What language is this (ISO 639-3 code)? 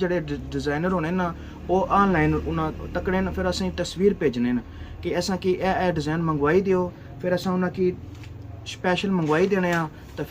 phr